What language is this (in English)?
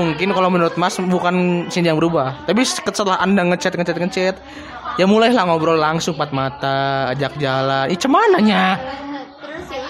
Indonesian